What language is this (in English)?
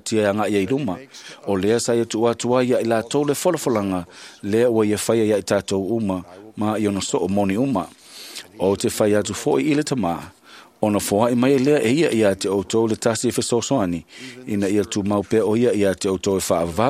Samoan